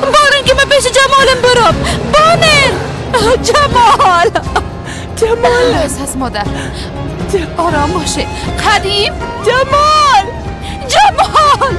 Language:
Persian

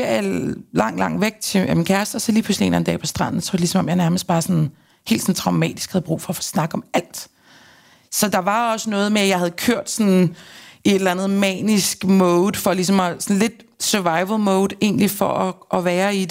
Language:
Danish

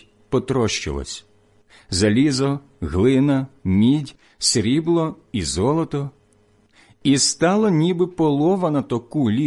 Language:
Ukrainian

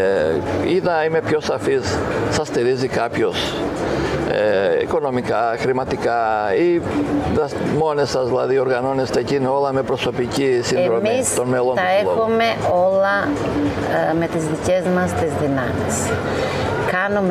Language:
Greek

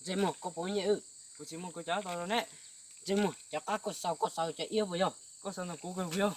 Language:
Hmong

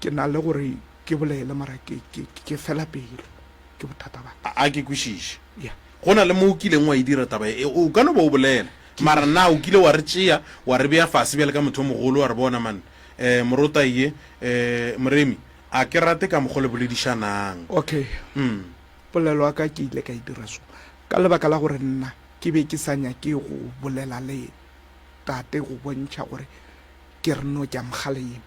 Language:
Northern Sotho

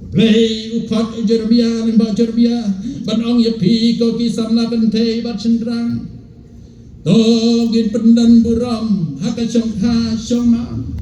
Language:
Khasi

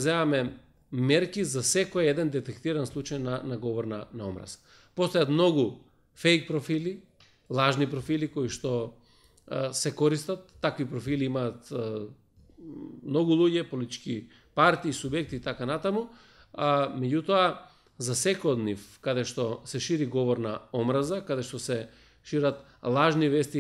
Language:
Macedonian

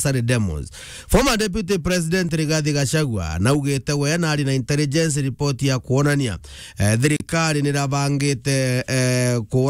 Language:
Meru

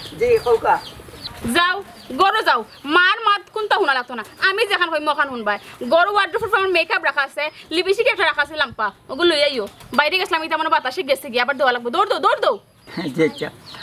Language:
Sylheti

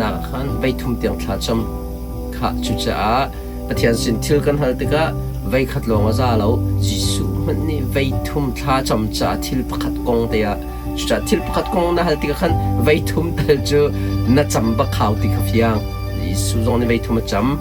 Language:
Hakha Chin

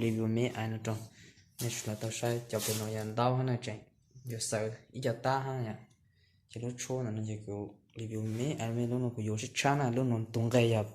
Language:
Hmong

